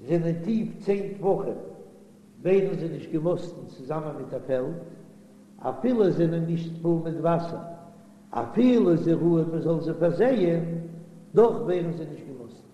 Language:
Yiddish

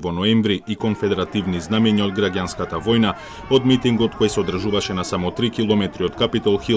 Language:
Macedonian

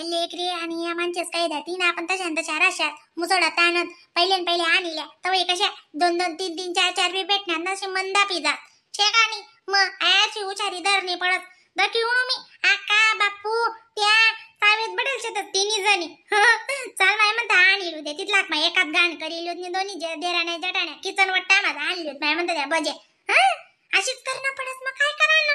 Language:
Khandesi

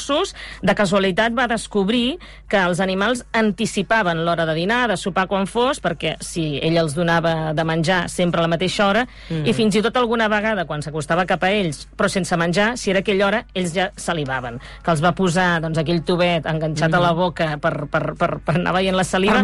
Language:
Catalan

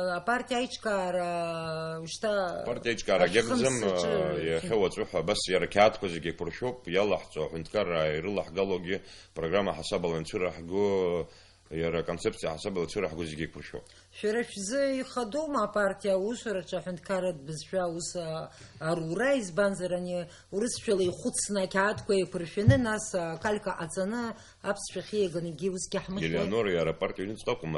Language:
Abkhazian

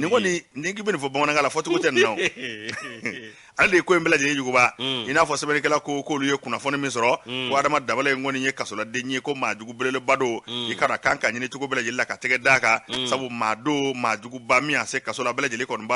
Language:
Bambara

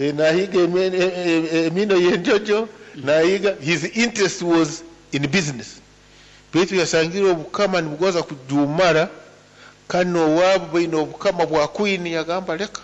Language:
Nyoro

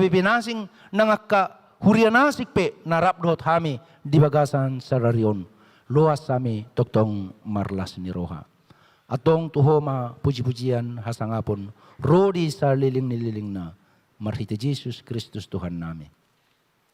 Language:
Batak Toba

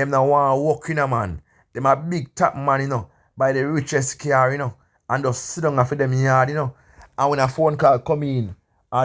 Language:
Jamaican Creole English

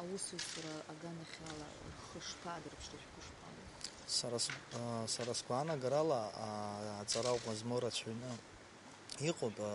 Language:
Abkhazian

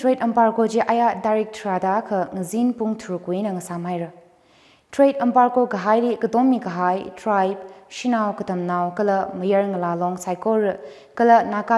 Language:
Tangkhul Naga (India)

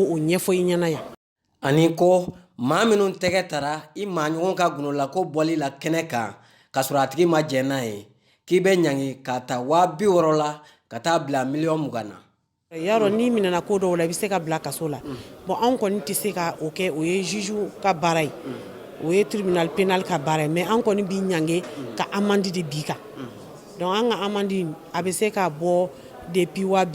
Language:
Bambara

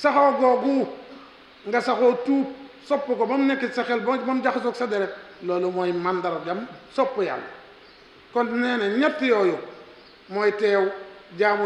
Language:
Wolof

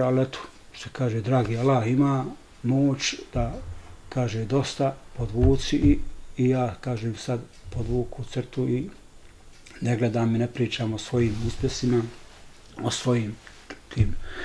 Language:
Bosnian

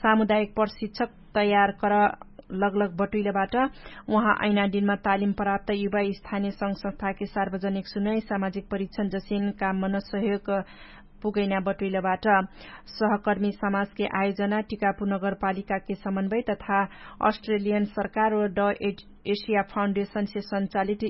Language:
Dangaura Tharu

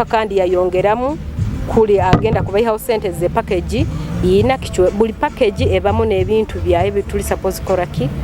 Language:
Nyoro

